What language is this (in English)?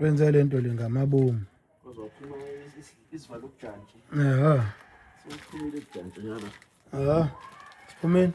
Zulu